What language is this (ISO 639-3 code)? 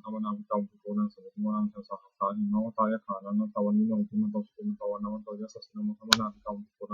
pli